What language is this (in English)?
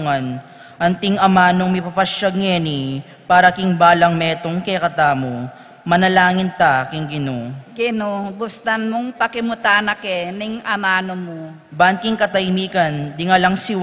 Pampanga